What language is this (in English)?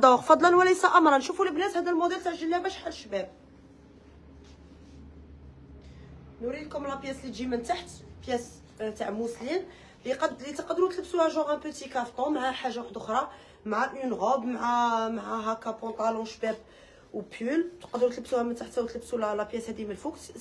Algerian Arabic